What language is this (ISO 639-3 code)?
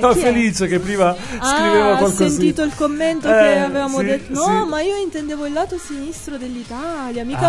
ita